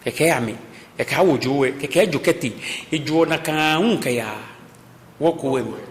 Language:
Ga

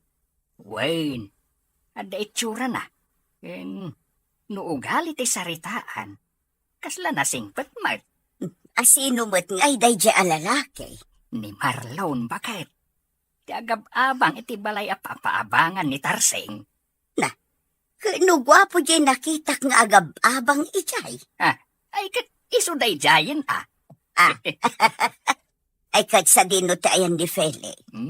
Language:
Iloko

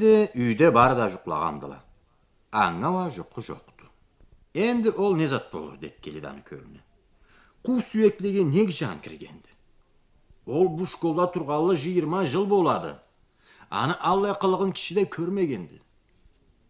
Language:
Karachay-Balkar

